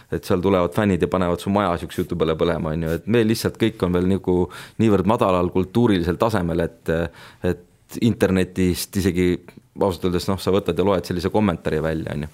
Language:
Estonian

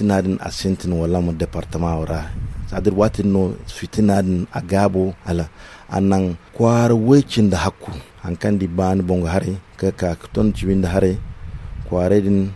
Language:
Zarma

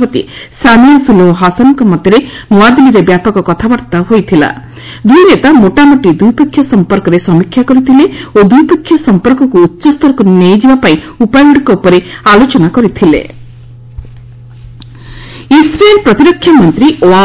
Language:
Odia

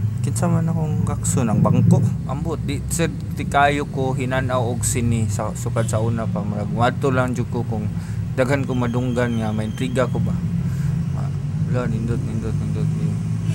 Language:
Cebuano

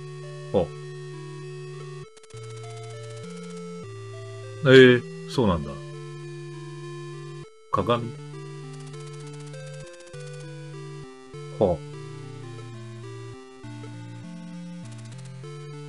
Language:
Japanese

